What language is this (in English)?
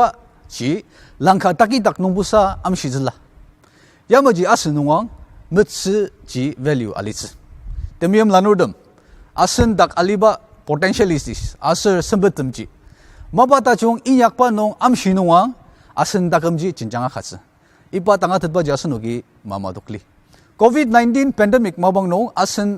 Ao Naga